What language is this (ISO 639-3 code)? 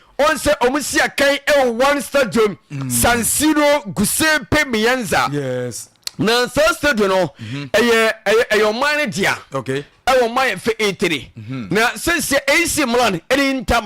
aka